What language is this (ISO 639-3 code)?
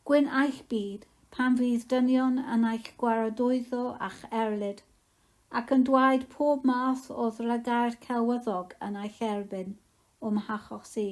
cym